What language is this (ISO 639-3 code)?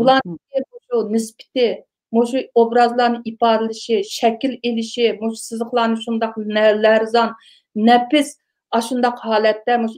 uig